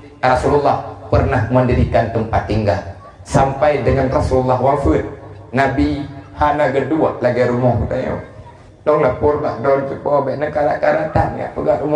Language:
Achinese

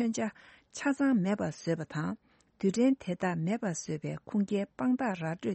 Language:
Tibetan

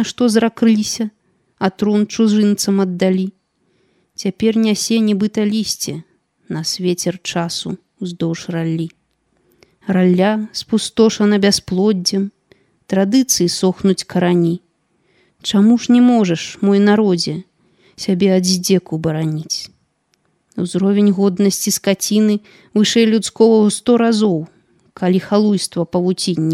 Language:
Belarusian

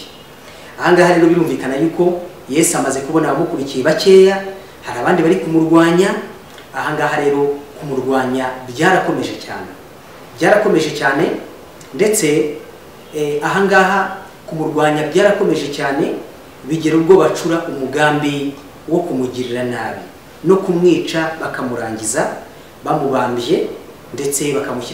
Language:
Kinyarwanda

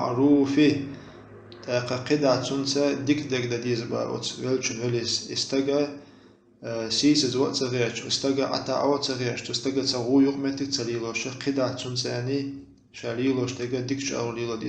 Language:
Chechen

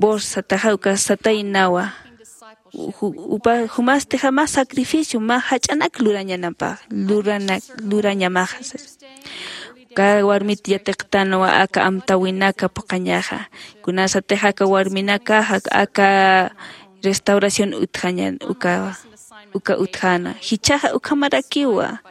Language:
Aymara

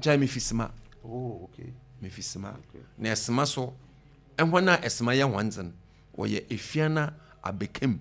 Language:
Akan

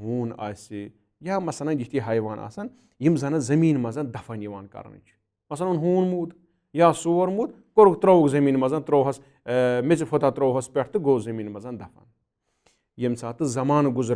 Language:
Kashmiri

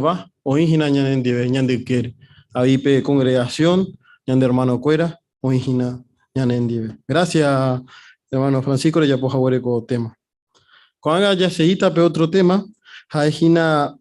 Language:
Guarani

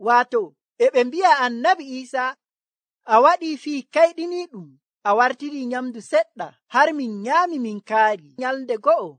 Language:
Nigerian Fulfulde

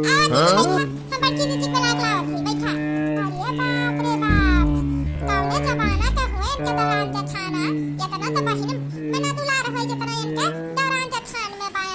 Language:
Awadhi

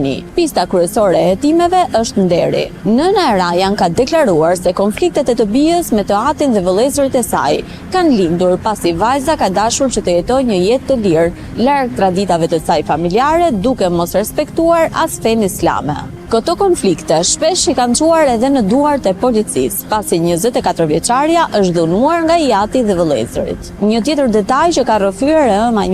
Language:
Albanian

